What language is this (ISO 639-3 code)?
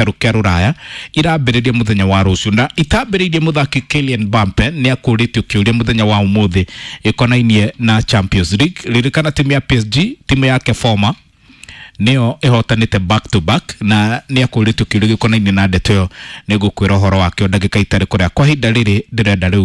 kik